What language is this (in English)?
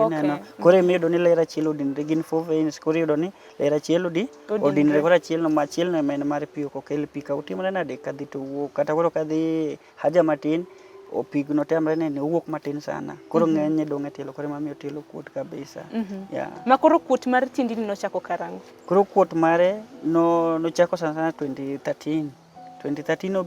Luo (Kenya and Tanzania)